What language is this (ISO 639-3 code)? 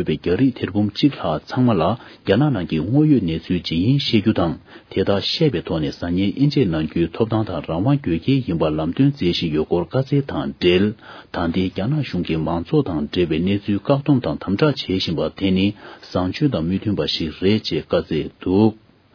bod